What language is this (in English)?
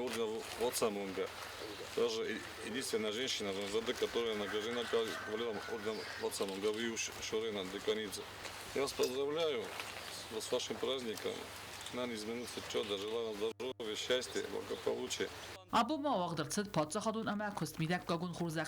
Ossetic